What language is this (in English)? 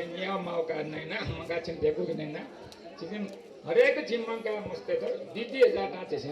Newari